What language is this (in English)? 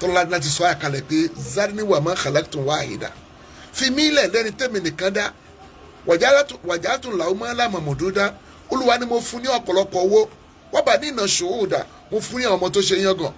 Yoruba